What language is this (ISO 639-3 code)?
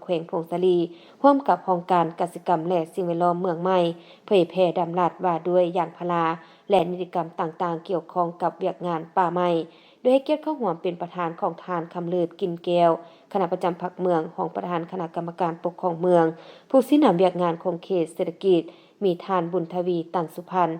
lao